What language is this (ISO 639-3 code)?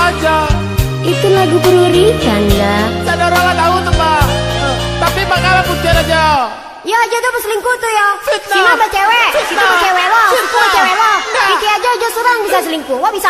min